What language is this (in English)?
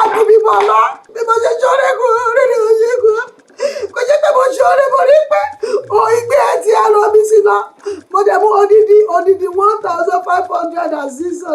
Yoruba